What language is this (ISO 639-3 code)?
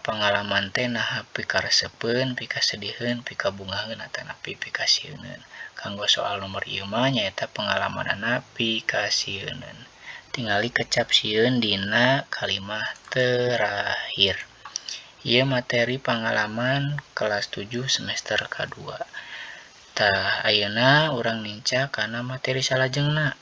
sun